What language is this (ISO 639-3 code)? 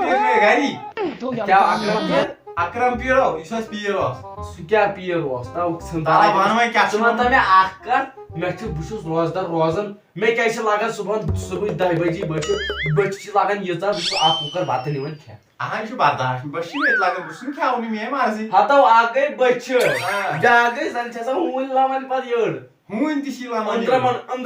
kas